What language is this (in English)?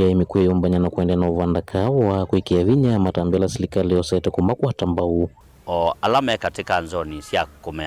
Kamba